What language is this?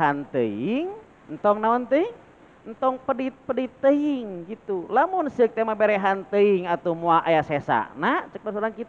Sundanese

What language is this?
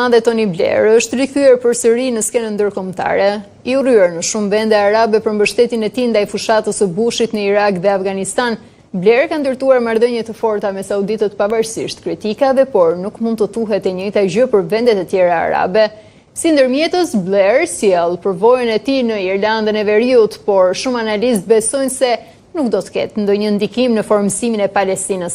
Albanian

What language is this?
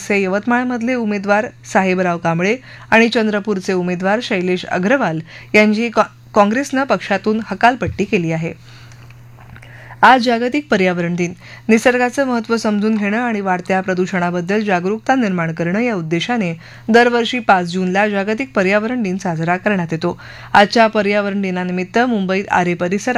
Marathi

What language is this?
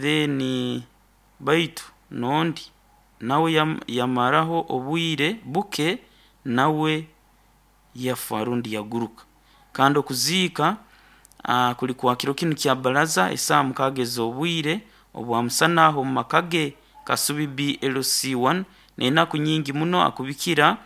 Nyoro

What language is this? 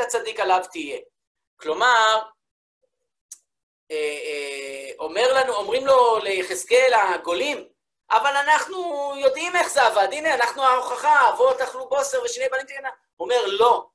Hebrew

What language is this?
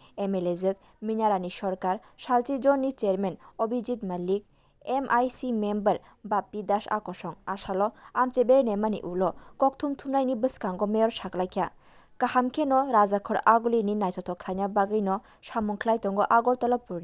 Kok Borok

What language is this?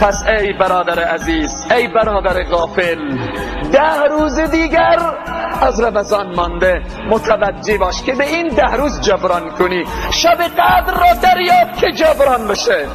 Persian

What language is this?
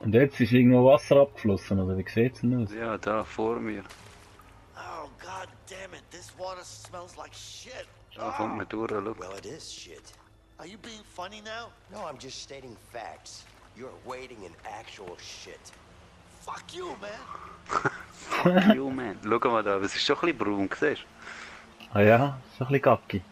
Swiss German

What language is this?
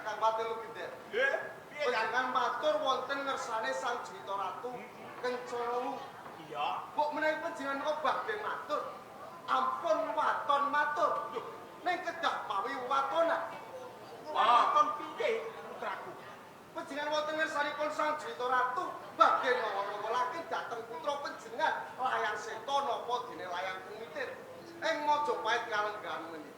Javanese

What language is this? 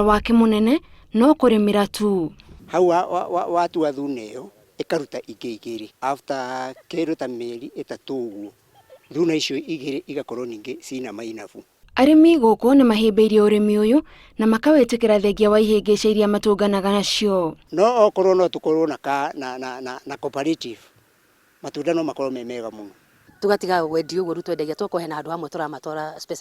Kikuyu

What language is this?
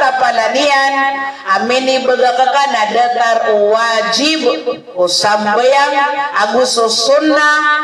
Maranao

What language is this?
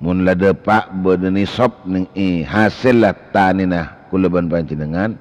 Madurese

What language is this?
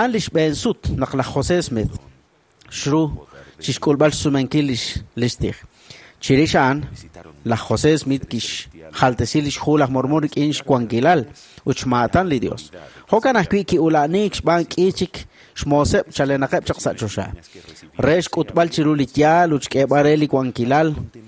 Kekchí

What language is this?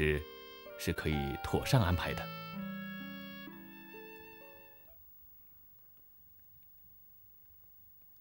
Chinese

